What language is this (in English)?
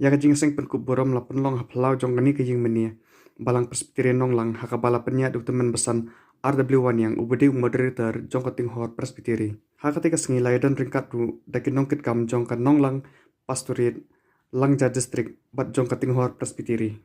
Khasi